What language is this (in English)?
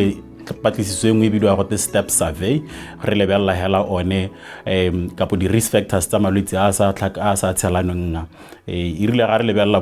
Tswana